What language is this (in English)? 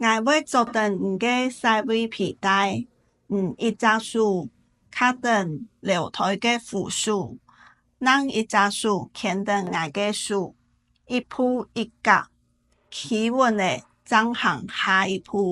Hakka Chinese